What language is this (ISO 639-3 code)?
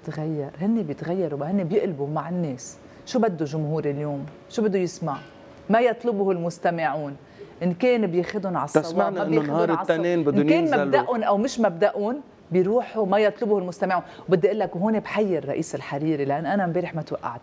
apc